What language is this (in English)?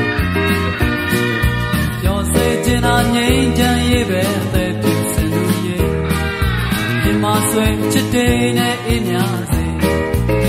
Burmese